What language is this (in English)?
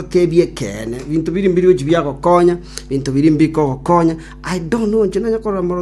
Gusii